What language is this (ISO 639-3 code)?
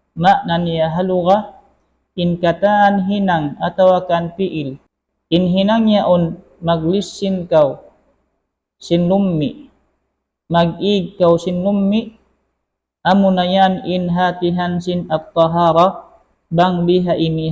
tsg